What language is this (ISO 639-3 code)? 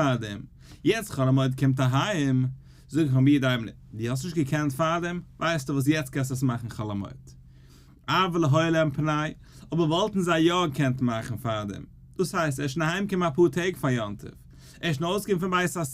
yid